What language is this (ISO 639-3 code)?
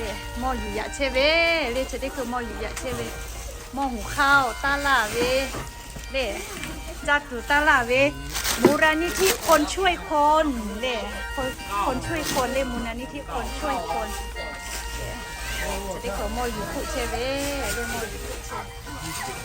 lhu